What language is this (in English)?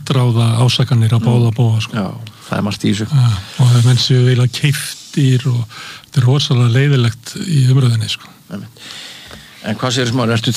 Icelandic